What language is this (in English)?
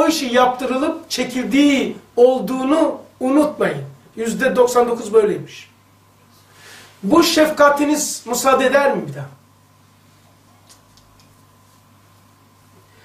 Turkish